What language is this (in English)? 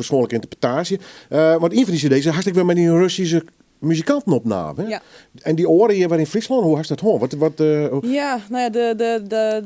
Western Frisian